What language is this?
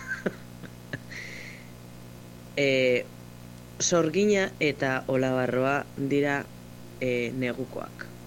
Basque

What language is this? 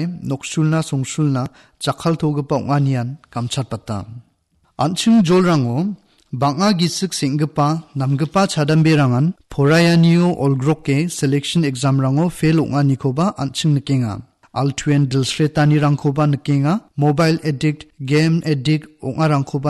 Garo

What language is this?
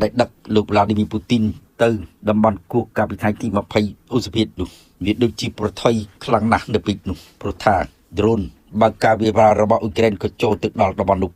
Khmer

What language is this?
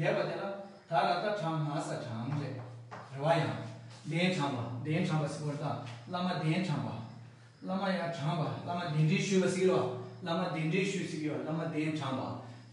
Tibetan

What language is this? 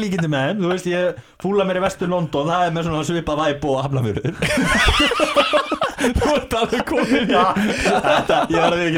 Icelandic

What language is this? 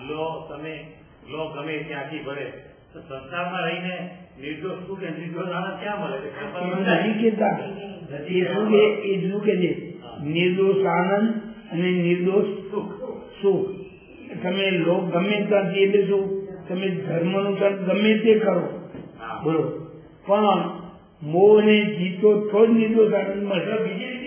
Gujarati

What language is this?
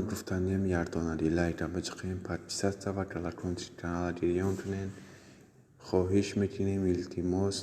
Tajik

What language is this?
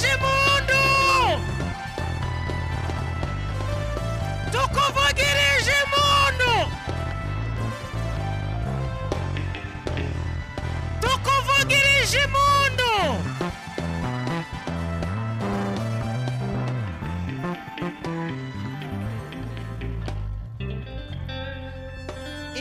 Kinyarwanda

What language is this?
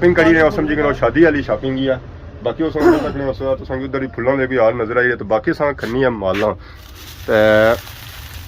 Pahari-Potwari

